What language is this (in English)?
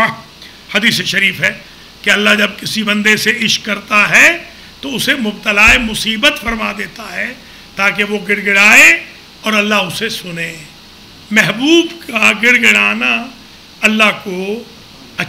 Urdu